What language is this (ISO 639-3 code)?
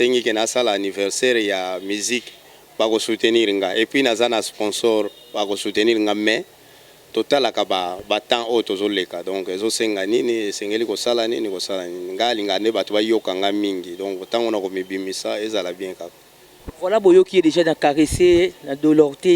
lin